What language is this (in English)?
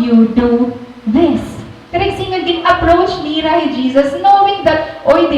Waray